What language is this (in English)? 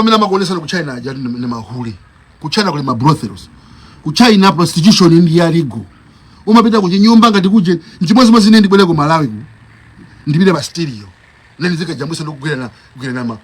Nyanja